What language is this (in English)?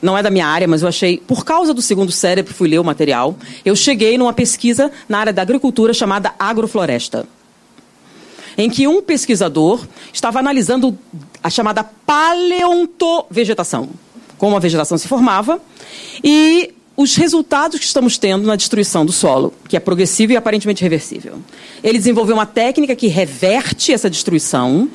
Portuguese